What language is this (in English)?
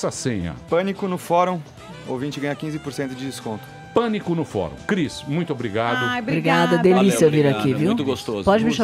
Portuguese